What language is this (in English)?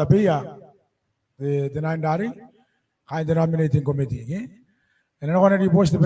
Gilbertese